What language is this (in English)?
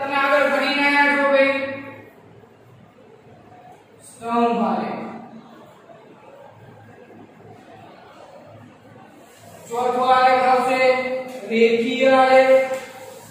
Gujarati